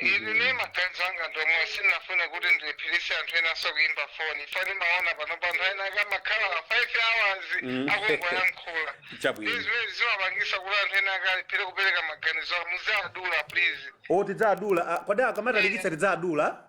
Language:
Nyanja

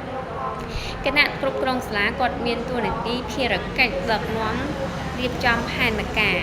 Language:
Khmer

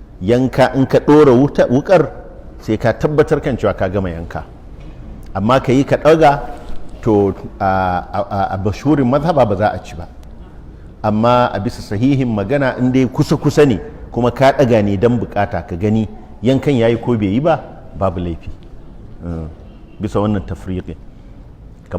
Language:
Hausa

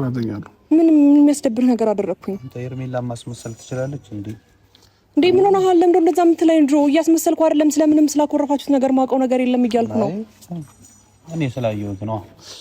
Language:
Amharic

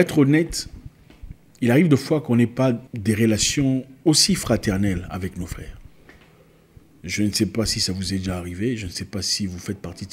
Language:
French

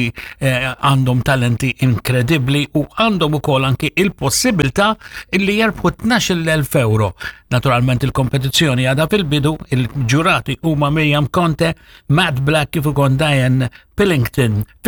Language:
Maltese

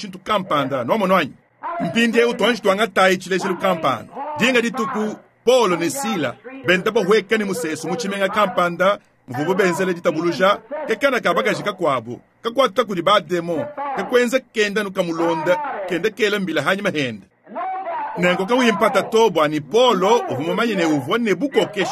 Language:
Luba-Lulua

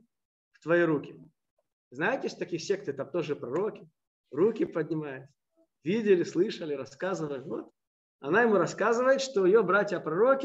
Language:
Russian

